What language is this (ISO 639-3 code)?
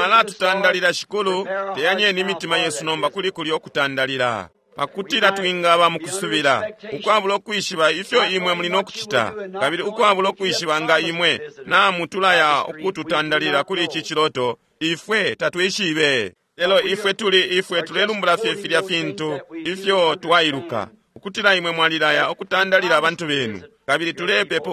bem